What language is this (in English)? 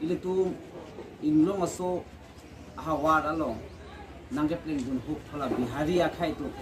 Karbi